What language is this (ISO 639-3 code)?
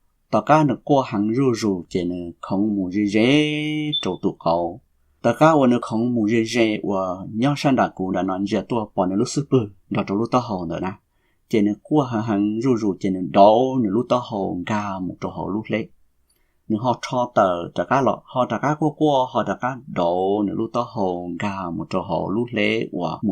hmn